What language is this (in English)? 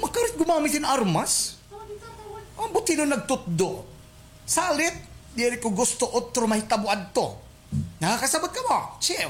Waray